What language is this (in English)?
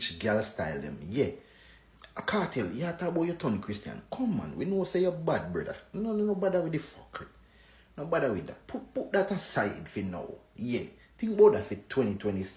Jamaican Creole English